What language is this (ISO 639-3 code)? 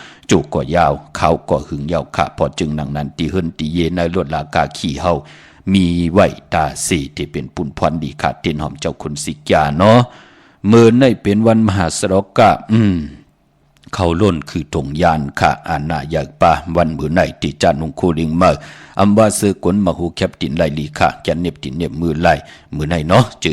shn